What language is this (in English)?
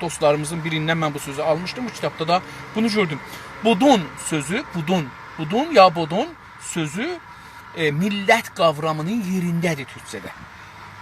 South Azerbaijani